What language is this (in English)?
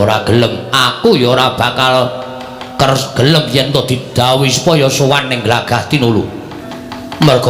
Javanese